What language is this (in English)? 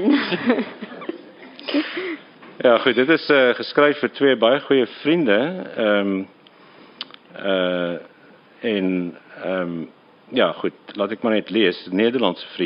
Afrikaans